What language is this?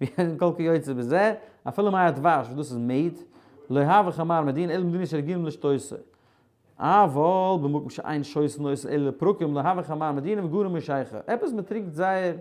Yiddish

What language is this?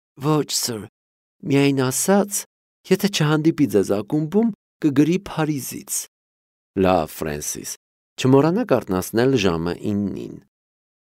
Armenian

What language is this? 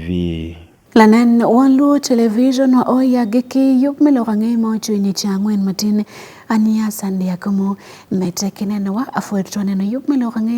Acoli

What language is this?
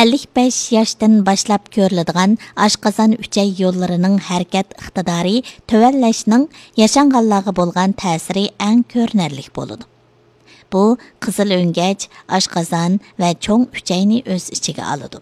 Uyghur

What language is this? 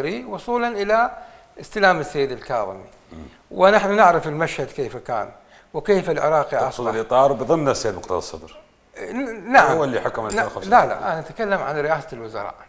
Mesopotamian Arabic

